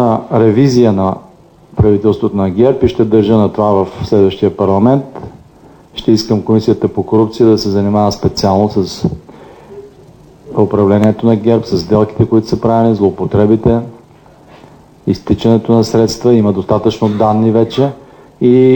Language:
Bulgarian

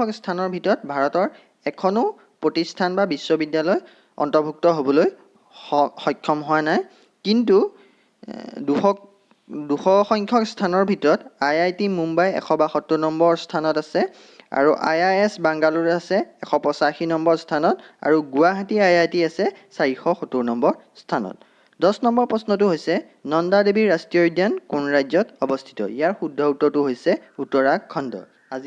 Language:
Assamese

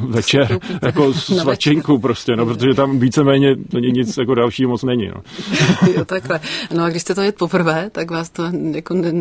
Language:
Czech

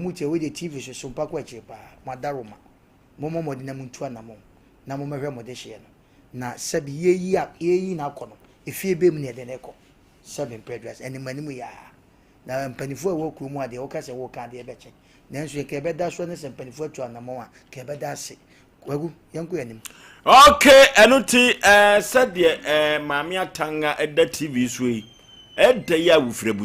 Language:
Akan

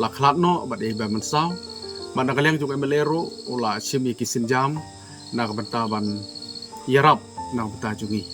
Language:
Khasi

